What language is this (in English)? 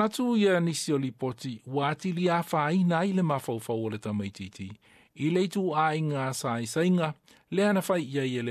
Samoan